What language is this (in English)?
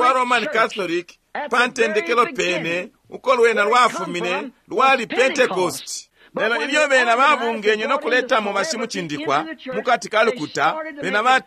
Bemba